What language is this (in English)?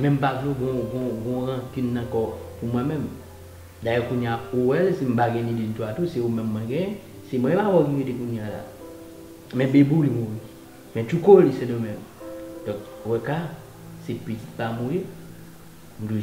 Haitian Creole